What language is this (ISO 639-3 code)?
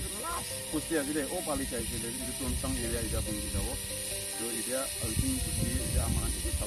nag